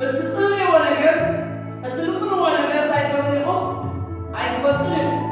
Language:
Tigrinya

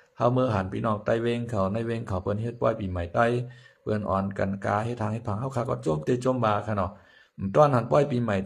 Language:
Shan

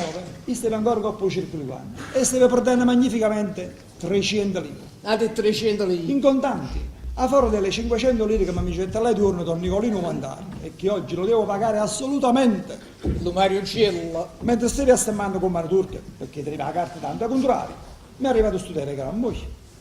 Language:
Neapolitan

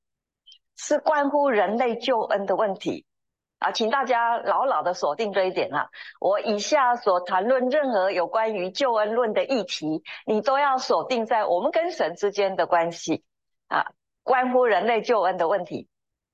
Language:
Chinese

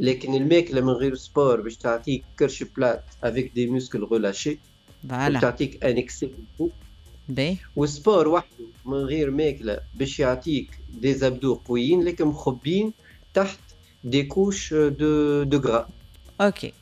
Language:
Tunisian Arabic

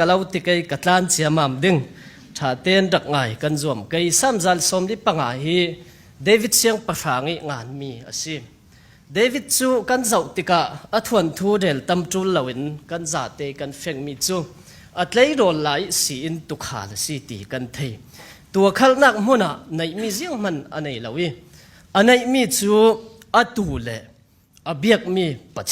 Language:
Falam Chin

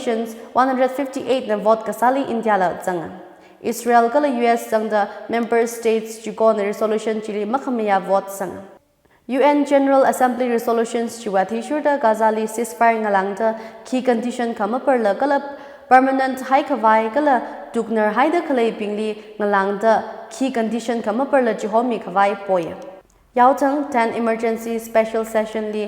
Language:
Tangkhul Naga (India)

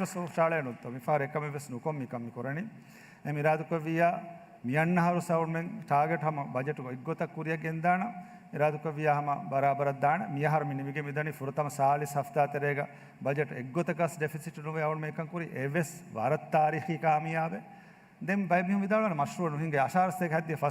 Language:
Divehi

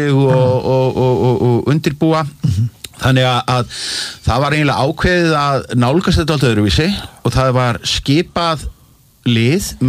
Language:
Icelandic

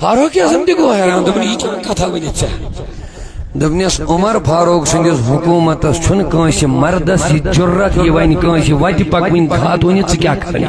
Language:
Kashmiri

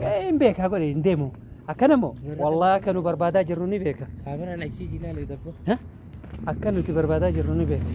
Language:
Oromo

